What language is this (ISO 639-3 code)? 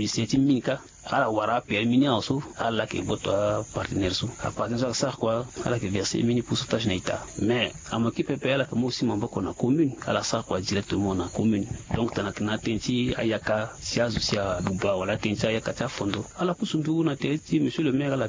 sag